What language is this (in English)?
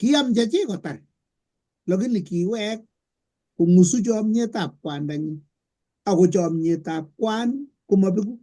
Kalenjin